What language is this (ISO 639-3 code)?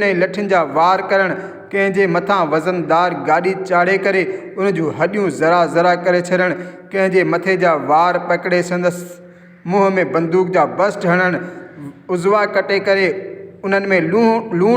snd